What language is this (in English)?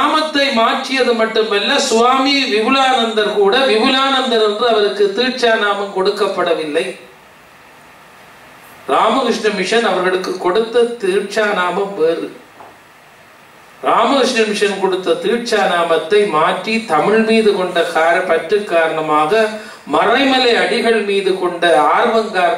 Tamil